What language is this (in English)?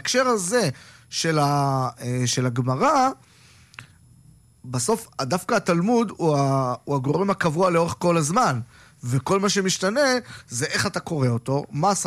Hebrew